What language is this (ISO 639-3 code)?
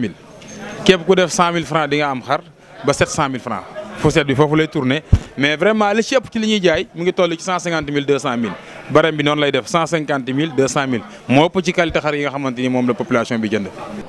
wol